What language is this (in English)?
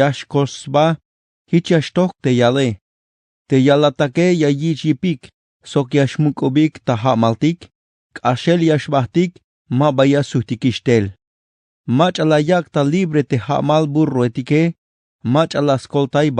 Tzeltal